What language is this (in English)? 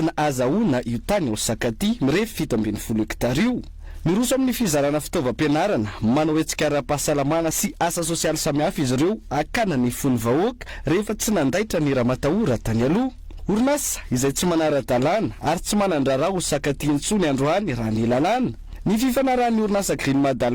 Malagasy